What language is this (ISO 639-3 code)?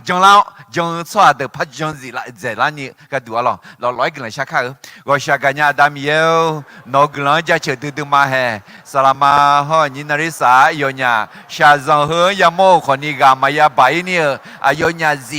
ahk